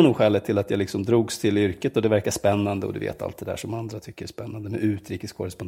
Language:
Swedish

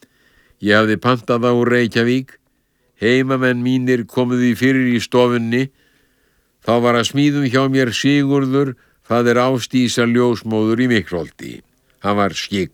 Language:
Icelandic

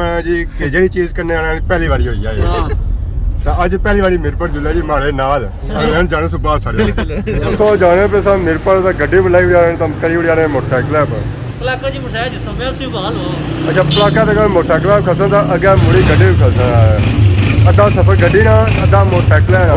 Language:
Pahari-Potwari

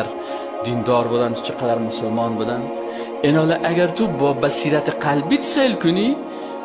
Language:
Persian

